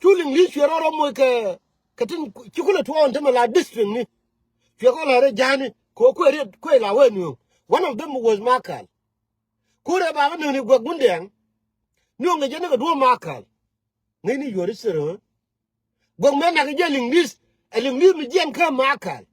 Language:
Nuer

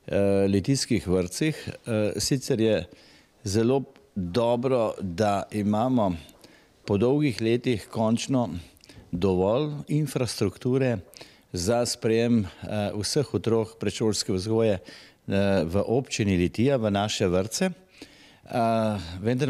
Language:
Slovenian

